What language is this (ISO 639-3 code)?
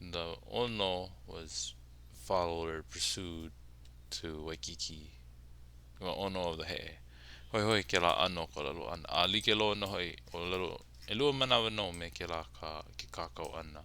haw